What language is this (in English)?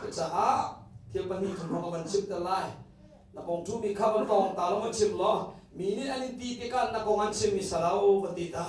Hakha Chin